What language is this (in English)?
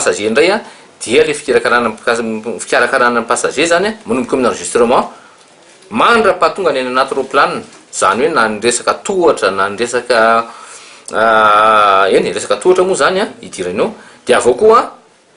Malagasy